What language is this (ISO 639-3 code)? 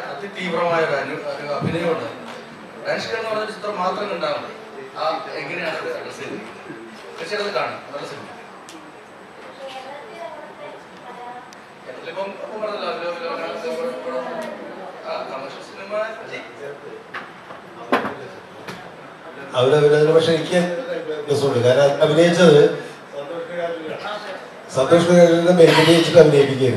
mal